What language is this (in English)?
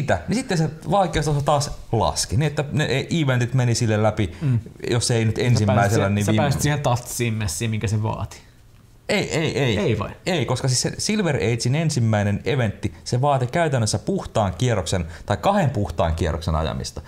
Finnish